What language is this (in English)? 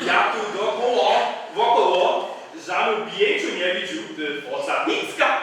Upper Sorbian